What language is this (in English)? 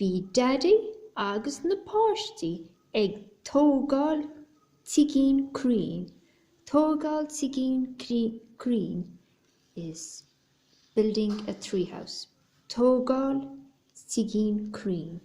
Irish